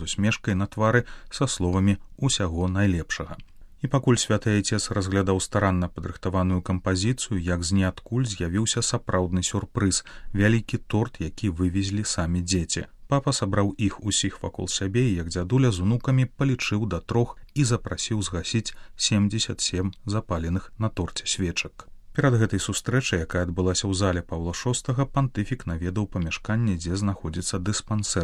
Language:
Belarusian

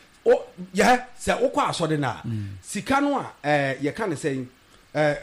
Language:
Akan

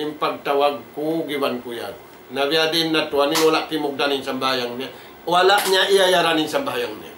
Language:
Tausug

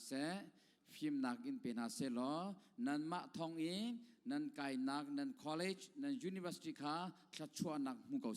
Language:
Hakha Chin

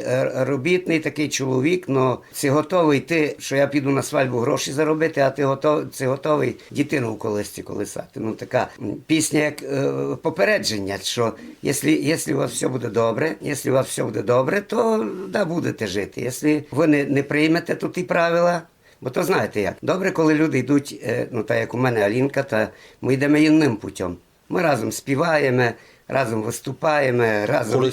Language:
Rusyn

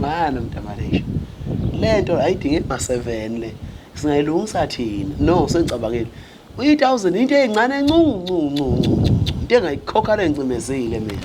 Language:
Zulu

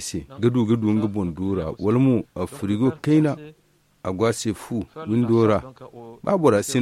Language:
Zarma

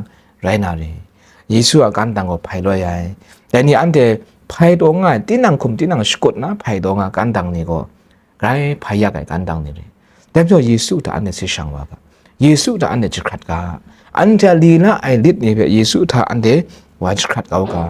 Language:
Kachin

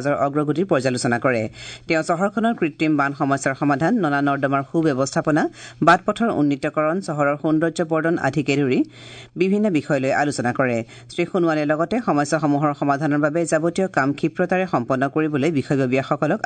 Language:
Assamese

